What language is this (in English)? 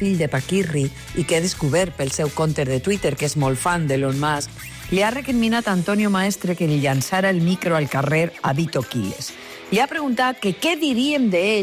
Catalan